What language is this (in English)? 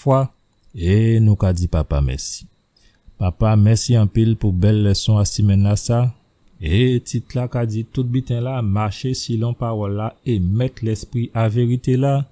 Guadeloupean Creole French